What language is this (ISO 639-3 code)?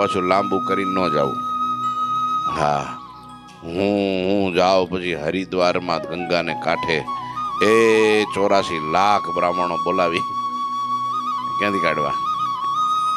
guj